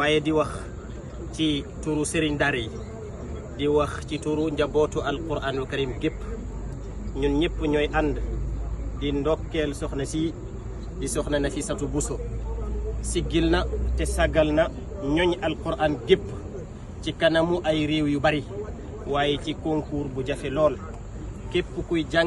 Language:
Wolof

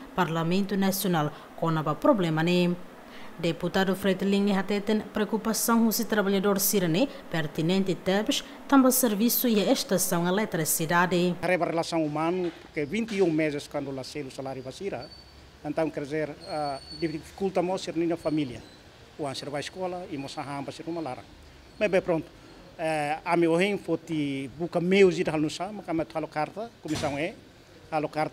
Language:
Tetum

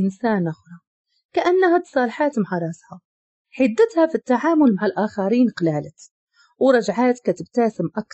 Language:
Moroccan Arabic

